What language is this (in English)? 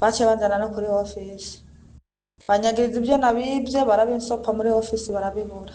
Rundi